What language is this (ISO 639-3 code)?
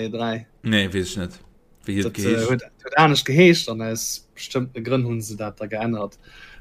ltz